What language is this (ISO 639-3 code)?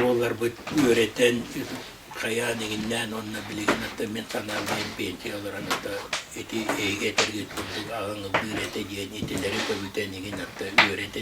sah